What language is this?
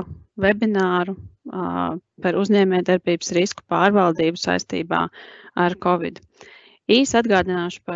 Latvian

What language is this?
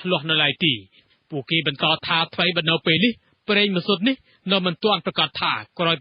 Khmer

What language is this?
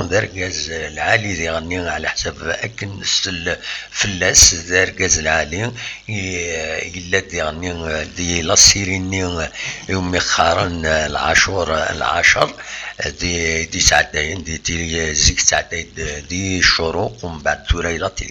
Kabyle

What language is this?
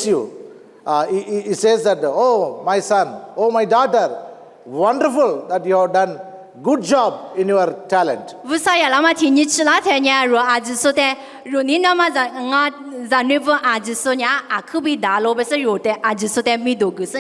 Lisu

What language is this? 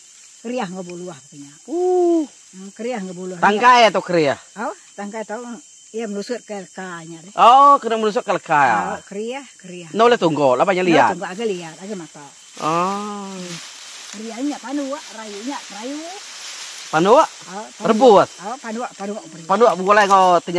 Iban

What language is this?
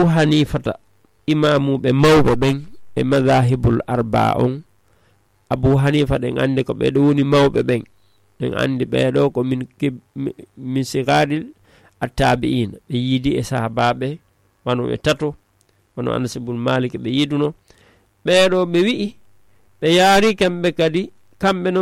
Fula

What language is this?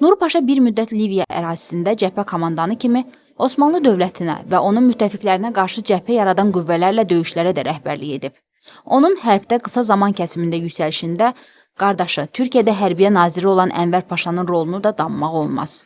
Azerbaijani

